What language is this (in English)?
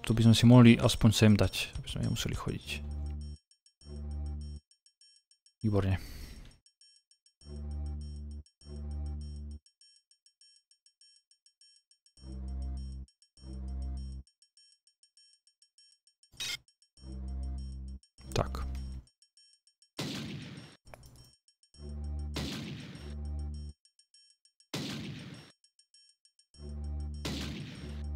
Slovak